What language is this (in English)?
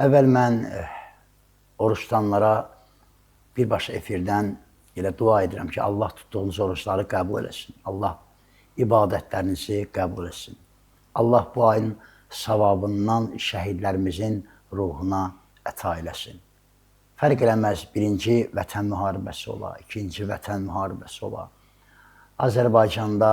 Azerbaijani